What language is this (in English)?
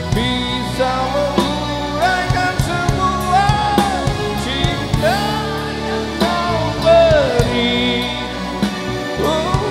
Malay